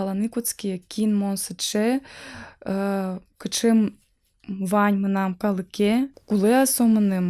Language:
Udmurt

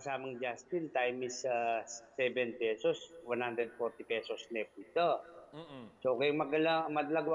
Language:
Pampanga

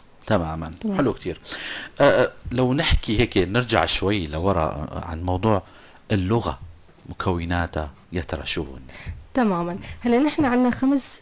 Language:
North Levantine Arabic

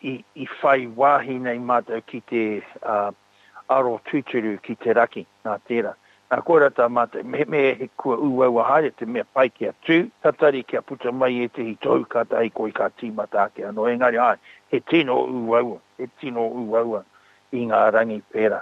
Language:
Māori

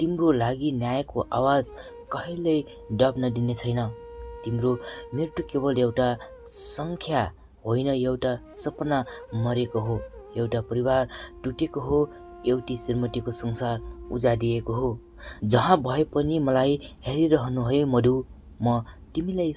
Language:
Nepali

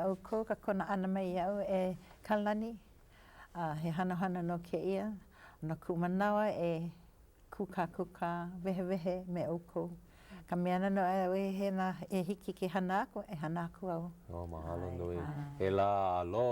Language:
Hawaiian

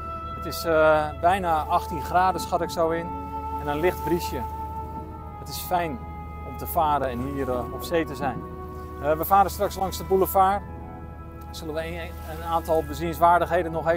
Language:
Dutch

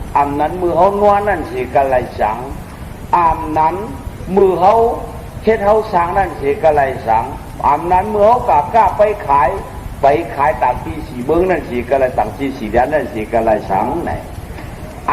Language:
Shan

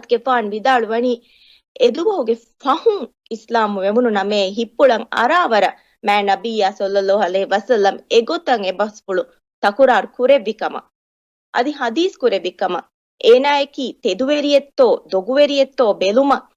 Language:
Divehi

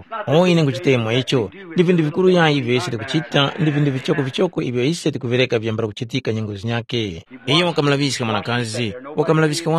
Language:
Tumbuka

